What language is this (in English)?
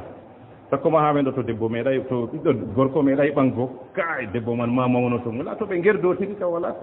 Fula